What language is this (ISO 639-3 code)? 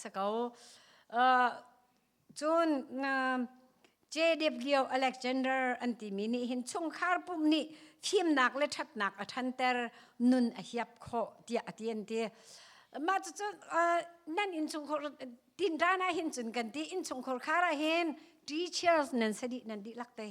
cnh